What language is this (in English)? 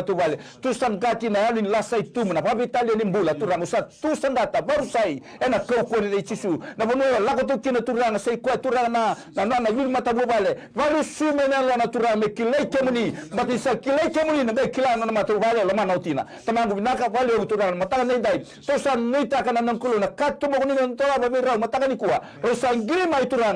Fijian